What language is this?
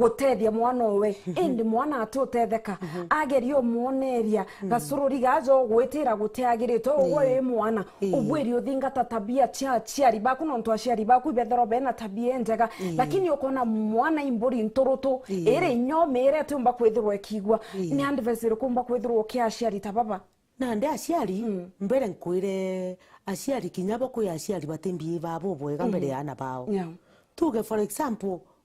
Meru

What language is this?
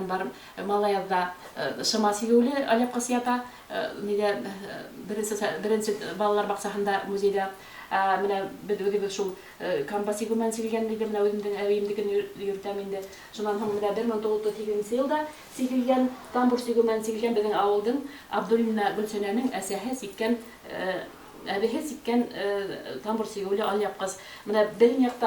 Bashkir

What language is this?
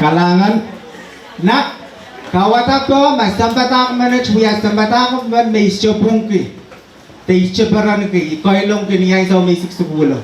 Pohnpeian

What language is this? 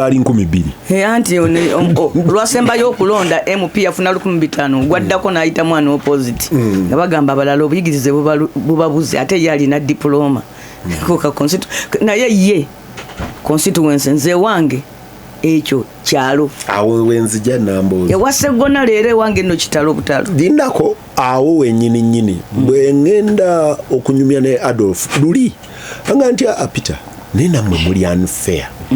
Ganda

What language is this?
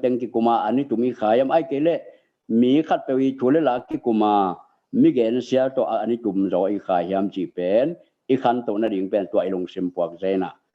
Tedim Chin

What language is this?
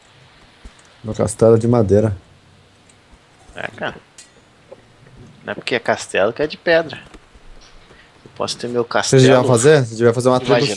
Portuguese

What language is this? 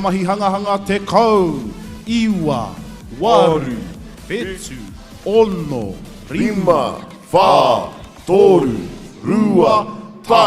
Māori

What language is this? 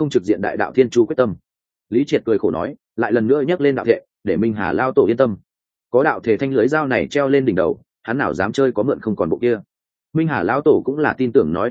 Vietnamese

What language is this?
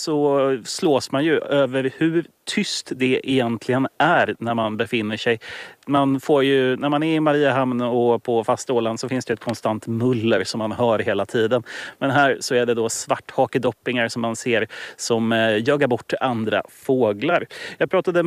Swedish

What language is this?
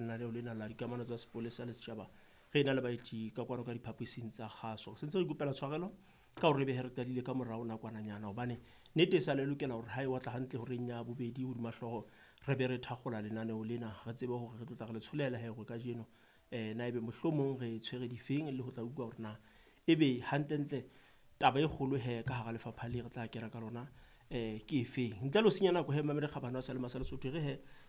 Southern Sotho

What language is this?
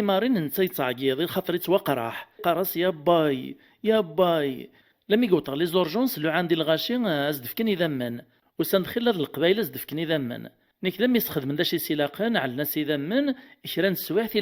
Kabyle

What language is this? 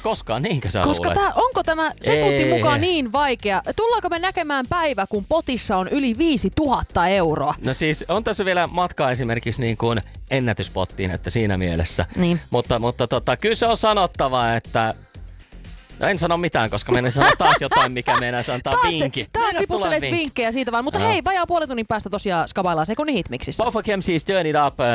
Finnish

